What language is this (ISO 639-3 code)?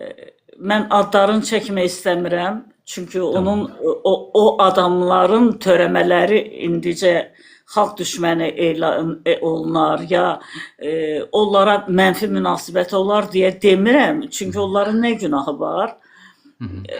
aze